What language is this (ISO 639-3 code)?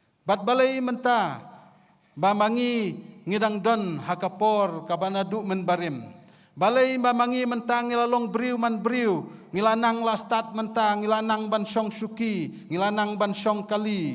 kha